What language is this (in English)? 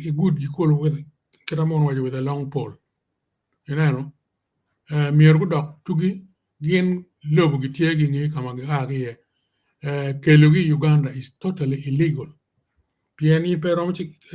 Acoli